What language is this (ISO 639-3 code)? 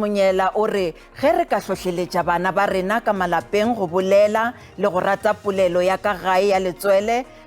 nso